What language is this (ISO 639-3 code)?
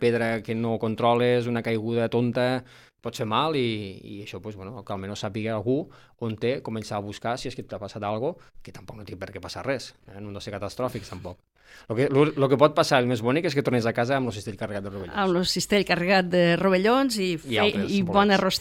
cat